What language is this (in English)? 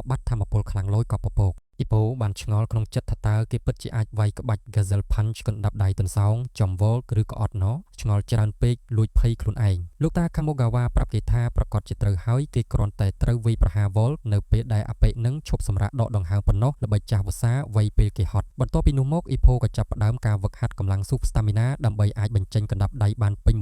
Khmer